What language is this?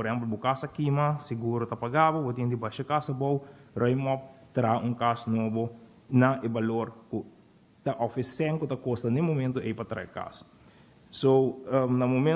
Papiamento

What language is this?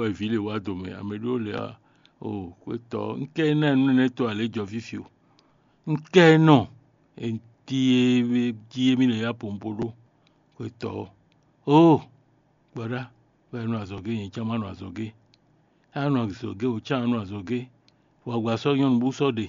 Fon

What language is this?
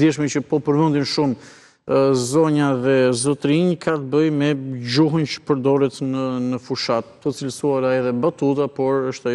Albanian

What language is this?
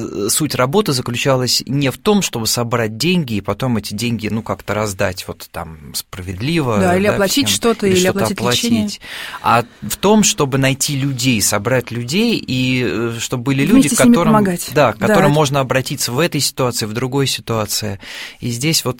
Russian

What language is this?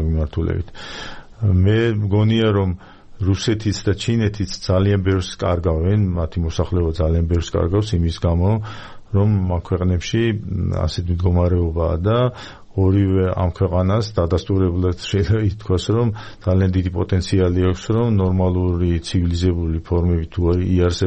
Georgian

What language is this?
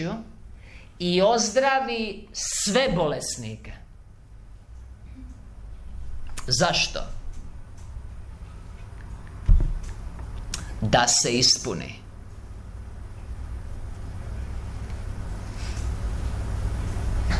Croatian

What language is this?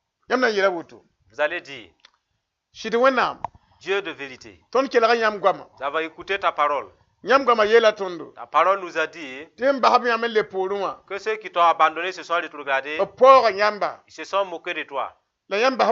Mossi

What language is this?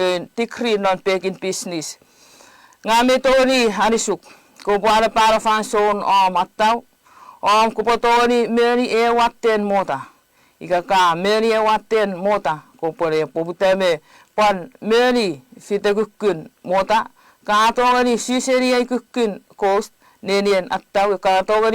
Chuukese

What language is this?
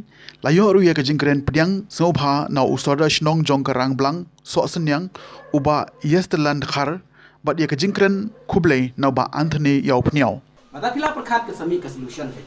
Khasi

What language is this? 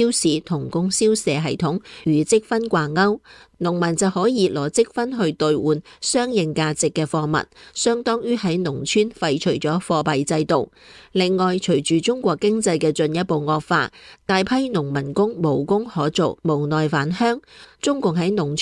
Cantonese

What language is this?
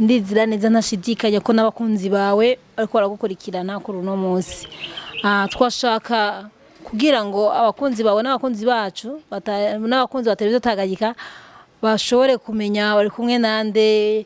Rundi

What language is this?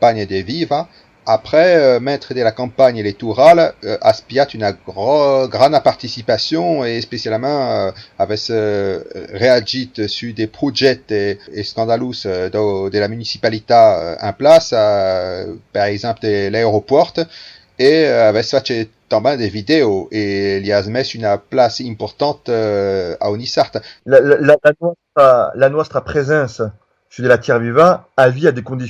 Occitan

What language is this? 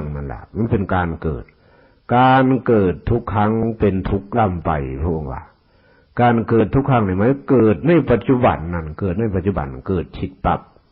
Northeastern Thai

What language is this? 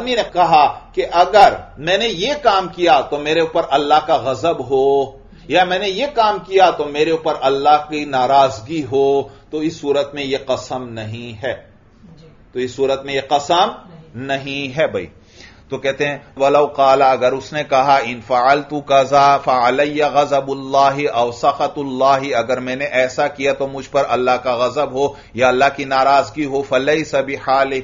Urdu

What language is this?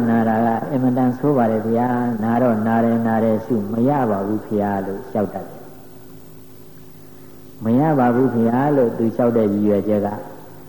Burmese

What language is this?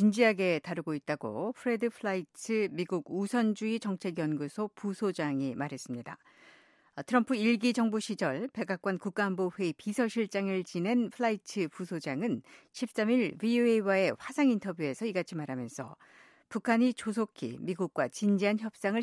Korean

